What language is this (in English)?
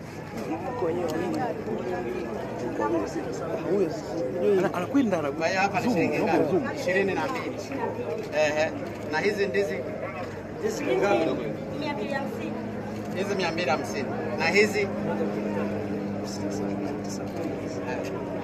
Swahili